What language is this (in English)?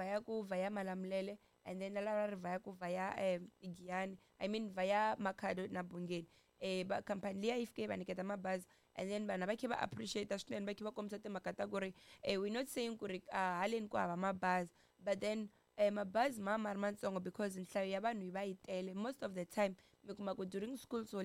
Tsonga